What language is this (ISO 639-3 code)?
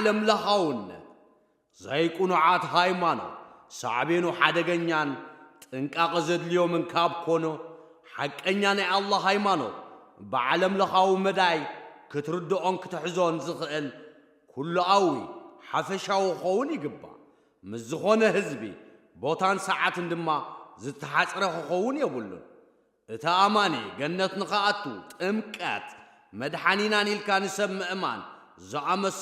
tir